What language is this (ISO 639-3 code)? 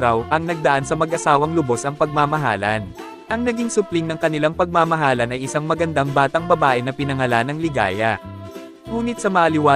fil